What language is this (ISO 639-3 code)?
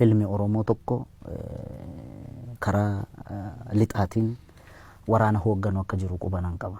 orm